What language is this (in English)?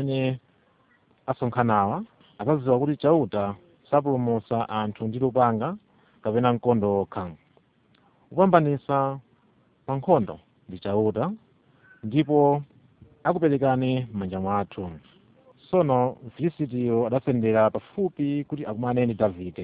Nyanja